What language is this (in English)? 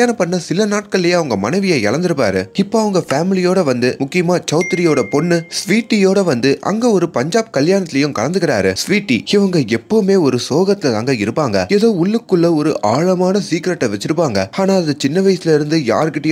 Tamil